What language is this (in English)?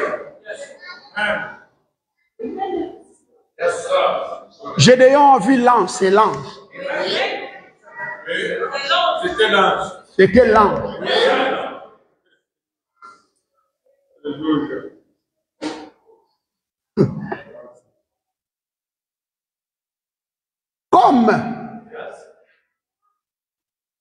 French